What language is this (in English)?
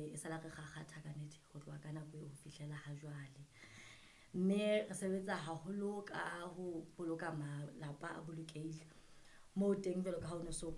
Southern Sotho